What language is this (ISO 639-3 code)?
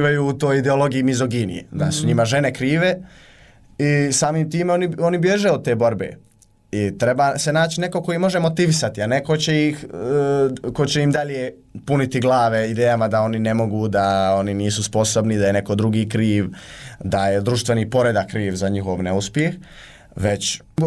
bos